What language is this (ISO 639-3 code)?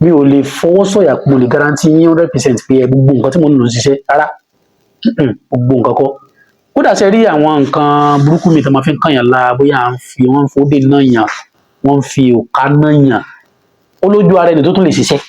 yor